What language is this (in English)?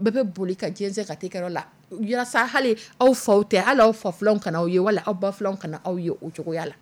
Dyula